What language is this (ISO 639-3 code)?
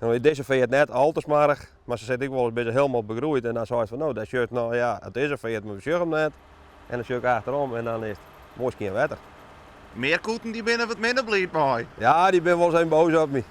fry